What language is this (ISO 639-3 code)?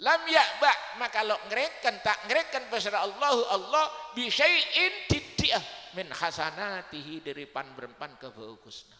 mad